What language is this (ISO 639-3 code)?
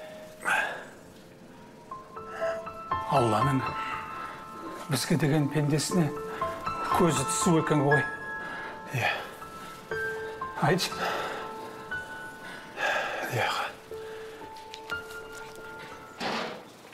kaz